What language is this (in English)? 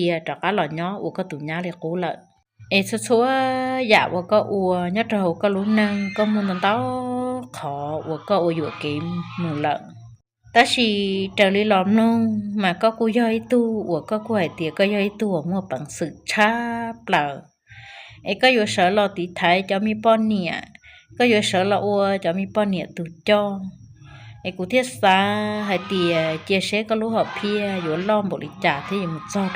Hmong